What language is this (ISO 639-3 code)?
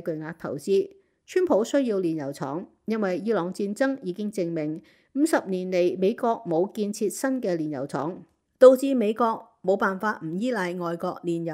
yue